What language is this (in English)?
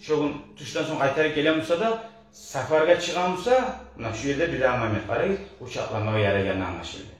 Kumyk